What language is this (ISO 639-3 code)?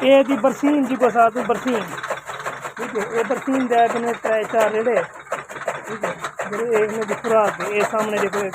skr